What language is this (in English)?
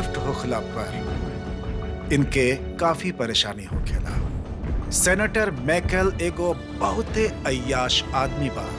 Bhojpuri